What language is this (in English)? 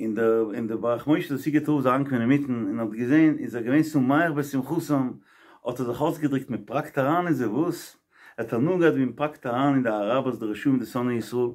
Yiddish